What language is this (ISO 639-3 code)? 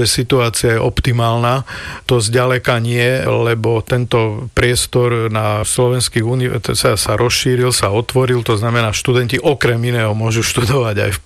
slk